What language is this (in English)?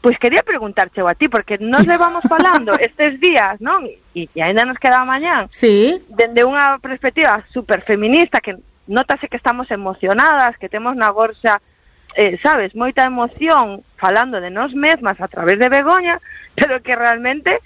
Galician